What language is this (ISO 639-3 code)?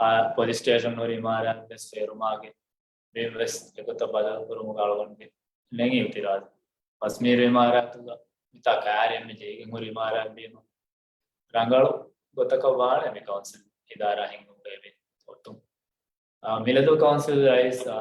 div